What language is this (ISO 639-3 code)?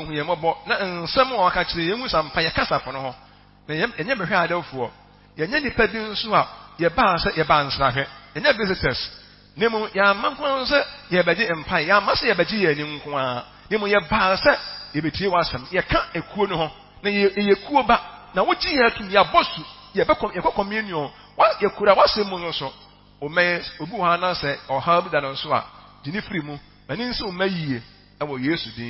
aka